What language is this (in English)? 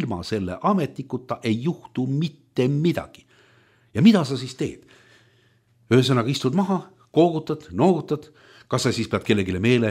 Estonian